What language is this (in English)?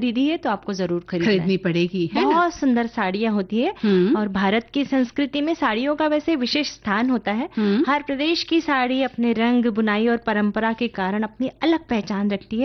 Hindi